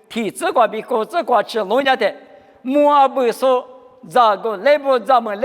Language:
Lisu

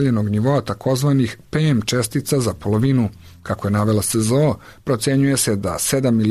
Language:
Serbian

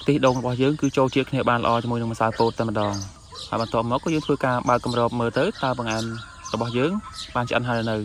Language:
Khmer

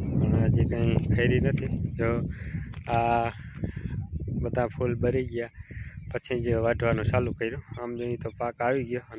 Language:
Gujarati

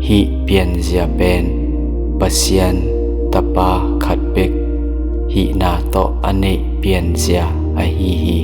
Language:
Tedim Chin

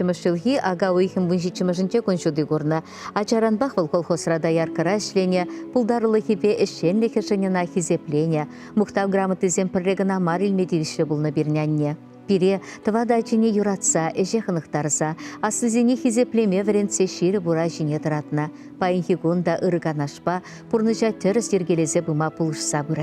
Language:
Chuvash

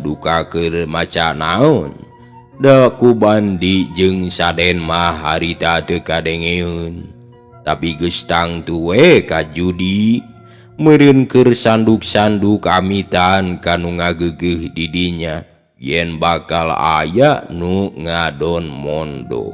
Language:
Sundanese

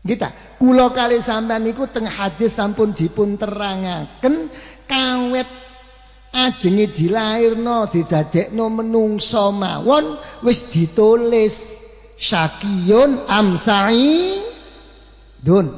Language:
Javanese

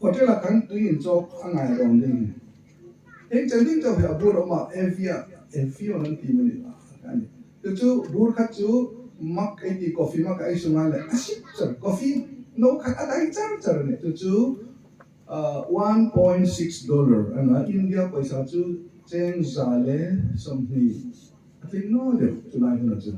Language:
Hmar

